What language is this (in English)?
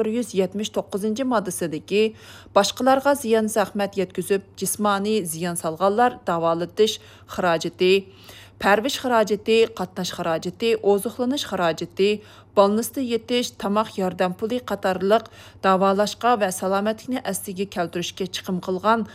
Uyghur